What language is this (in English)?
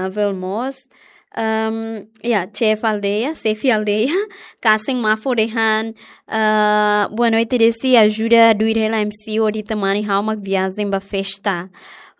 Tetum